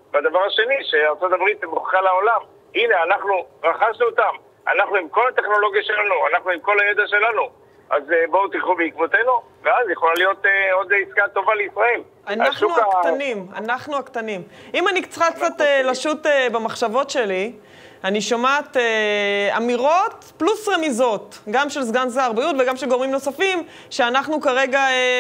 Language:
Hebrew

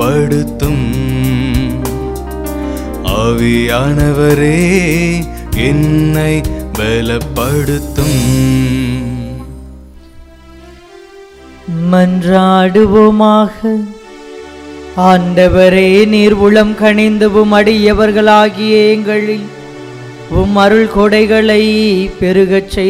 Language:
Tamil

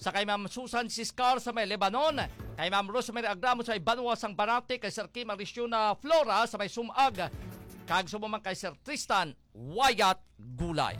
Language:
Hiligaynon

